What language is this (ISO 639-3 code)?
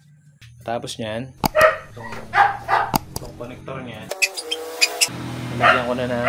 fil